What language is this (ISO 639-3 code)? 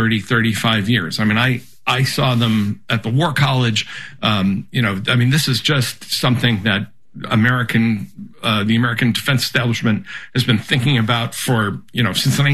eng